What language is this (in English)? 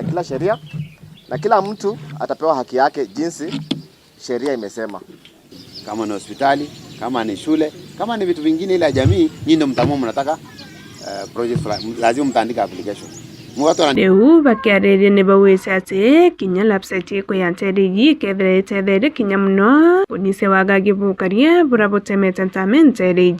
Meru